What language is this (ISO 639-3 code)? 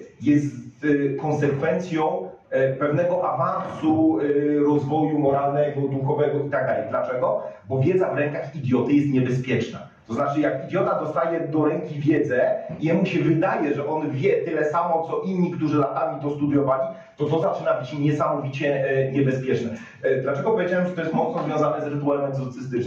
pol